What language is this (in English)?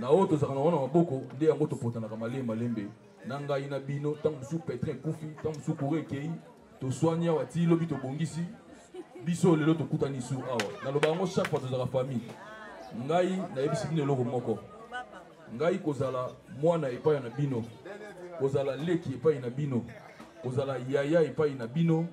Lingala